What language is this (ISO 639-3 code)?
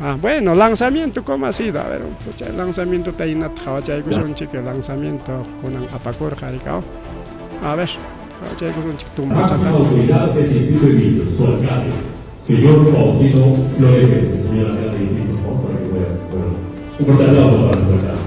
quy